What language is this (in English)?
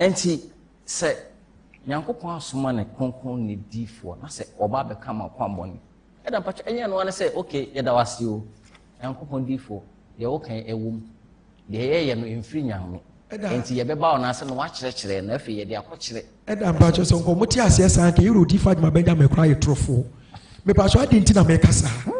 Akan